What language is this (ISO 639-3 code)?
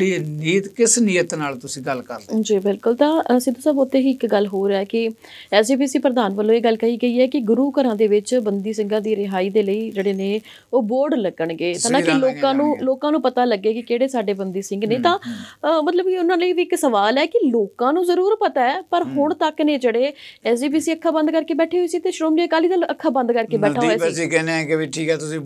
pan